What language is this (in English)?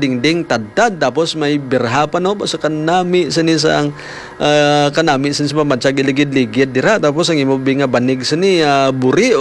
Hiligaynon